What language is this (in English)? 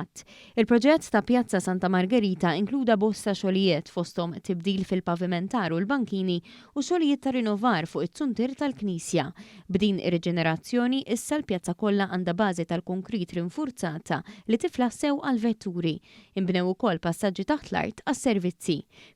Maltese